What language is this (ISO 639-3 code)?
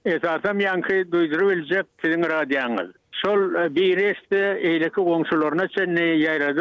tuk